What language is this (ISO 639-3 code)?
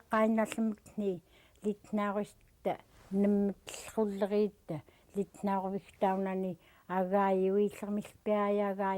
esu